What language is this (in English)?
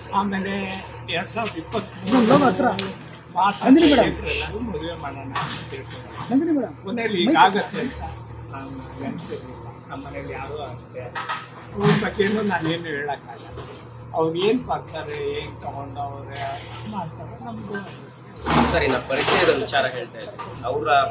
Kannada